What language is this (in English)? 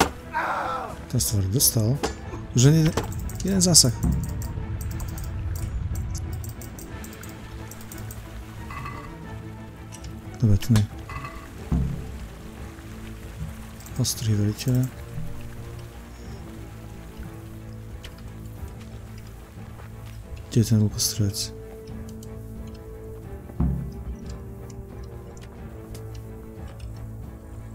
Slovak